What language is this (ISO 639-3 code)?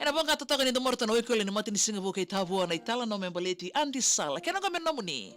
fij